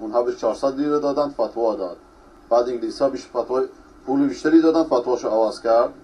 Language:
Persian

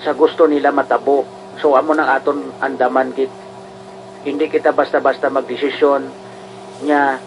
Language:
Hiligaynon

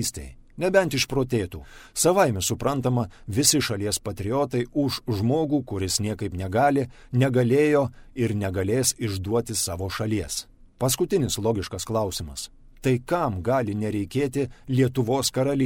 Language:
Lithuanian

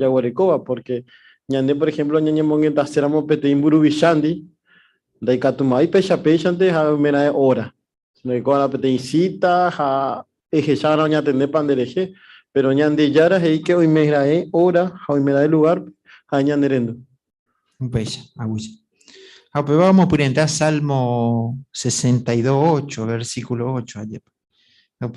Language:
Guarani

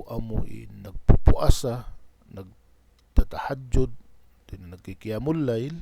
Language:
Tausug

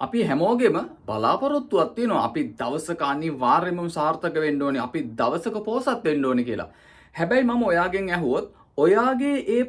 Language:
Sinhala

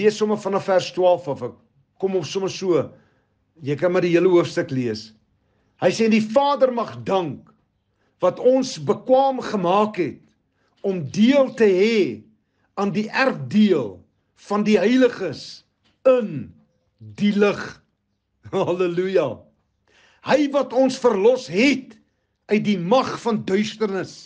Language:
Afrikaans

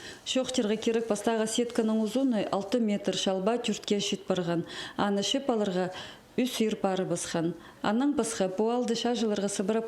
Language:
Khakas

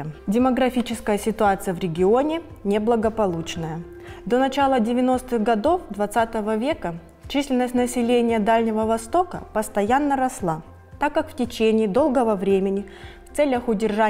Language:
Russian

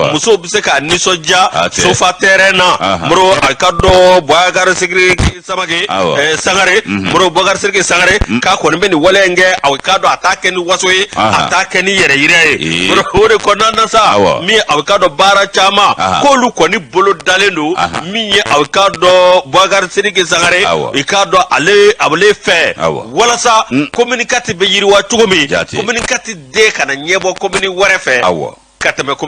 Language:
Bambara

